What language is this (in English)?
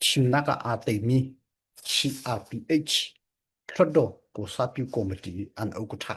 Falam Chin